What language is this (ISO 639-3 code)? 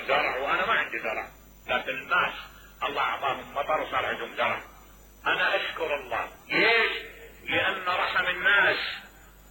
acm